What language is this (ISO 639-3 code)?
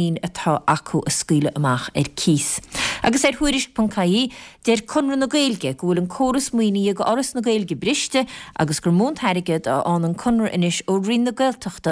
gle